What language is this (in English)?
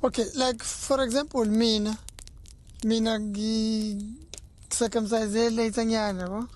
Zulu